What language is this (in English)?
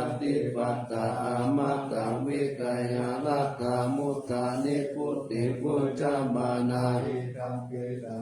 Pali